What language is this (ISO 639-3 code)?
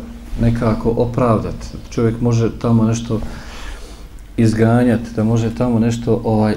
bos